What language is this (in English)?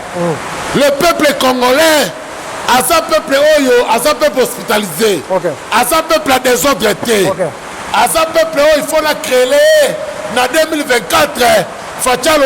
Lingala